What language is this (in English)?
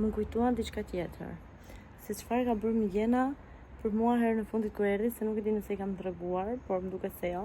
Albanian